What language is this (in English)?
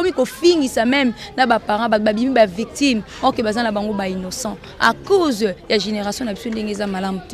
Lingala